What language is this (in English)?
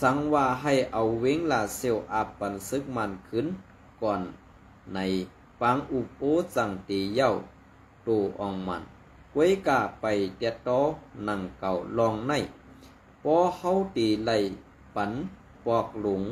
Shan